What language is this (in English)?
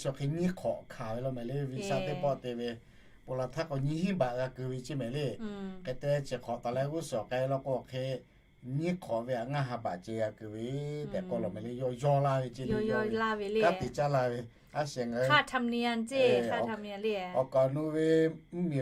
Lahu